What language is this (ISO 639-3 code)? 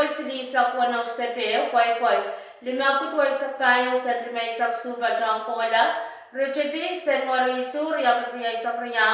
pon